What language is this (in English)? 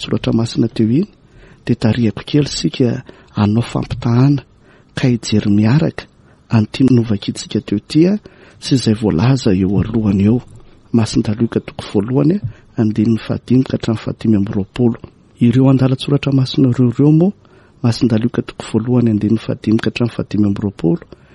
Malagasy